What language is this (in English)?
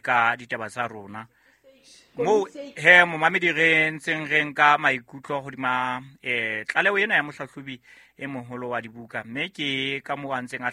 Southern Sotho